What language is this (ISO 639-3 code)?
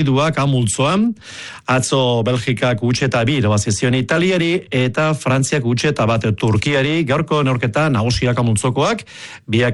eus